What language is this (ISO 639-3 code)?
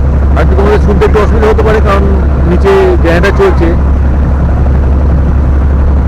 ben